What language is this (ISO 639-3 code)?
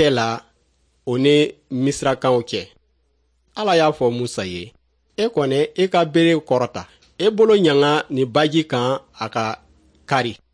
dyu